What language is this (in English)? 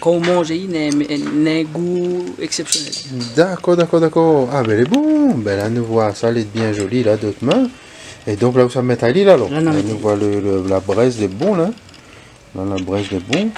Réunion Creole French